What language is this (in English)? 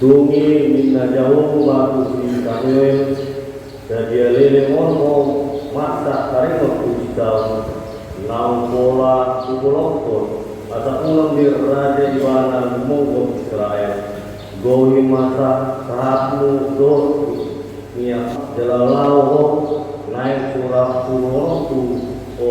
Batak Toba